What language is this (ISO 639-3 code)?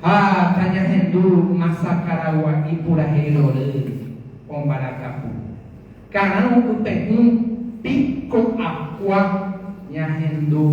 grn